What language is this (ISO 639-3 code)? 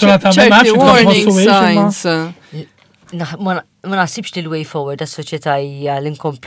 mlt